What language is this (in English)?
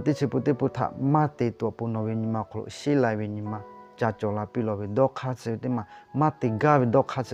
Lahu